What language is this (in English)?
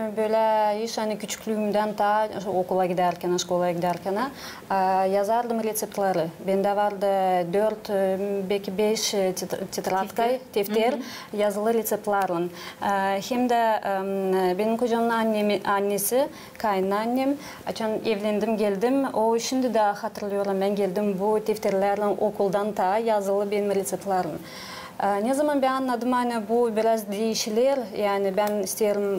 Gagauz